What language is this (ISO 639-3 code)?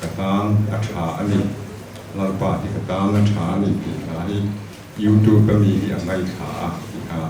lus